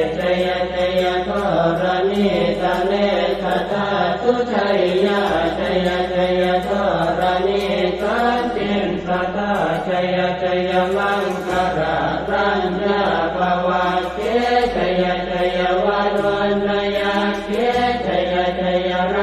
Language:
Pali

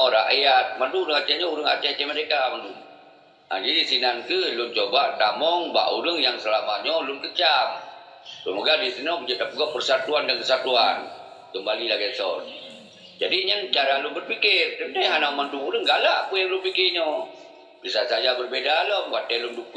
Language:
Achinese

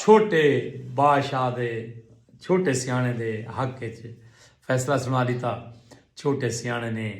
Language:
Saraiki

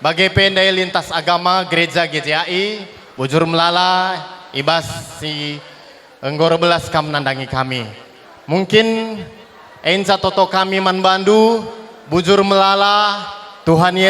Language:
Batak Karo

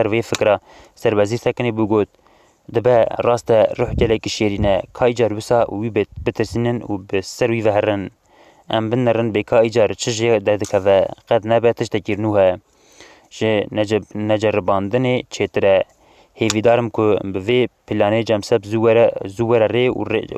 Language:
Kurdish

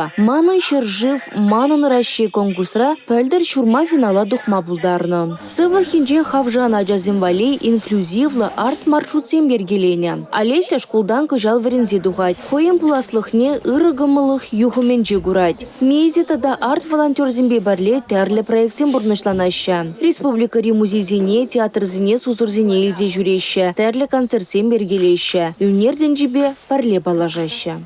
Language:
Chuvash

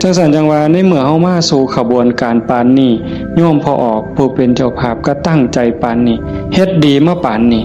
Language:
Northeastern Thai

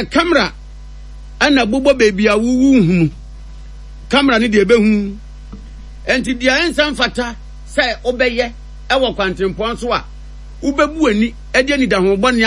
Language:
Akan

